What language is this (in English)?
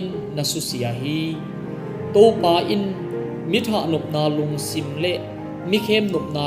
Tedim Chin